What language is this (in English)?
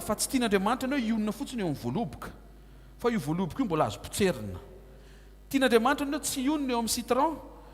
Malagasy